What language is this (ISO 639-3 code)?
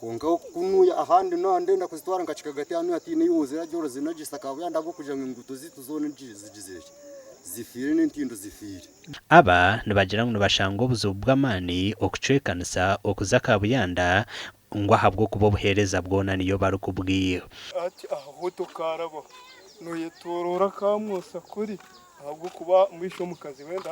nyn